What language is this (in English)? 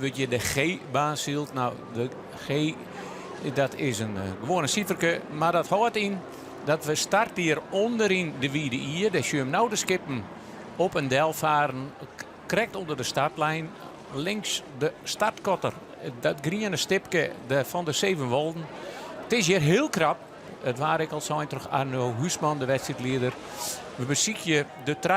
Western Frisian